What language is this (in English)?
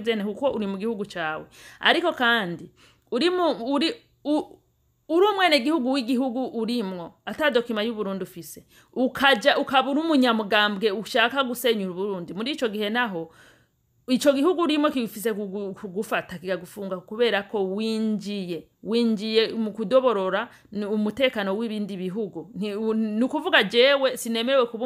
Rundi